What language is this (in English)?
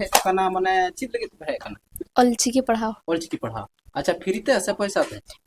Santali